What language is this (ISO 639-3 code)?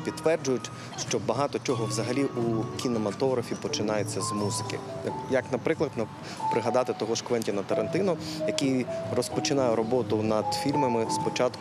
ukr